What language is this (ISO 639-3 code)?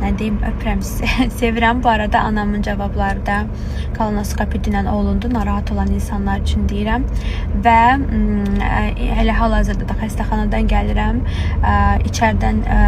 aze